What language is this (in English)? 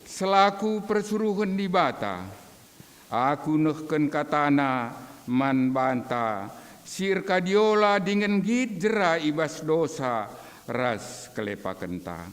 Batak Karo